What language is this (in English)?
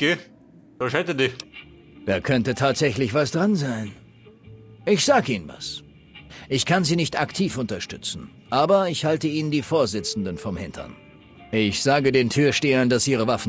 Bavarian